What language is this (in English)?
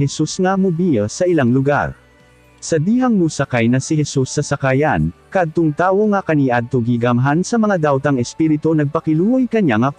Cebuano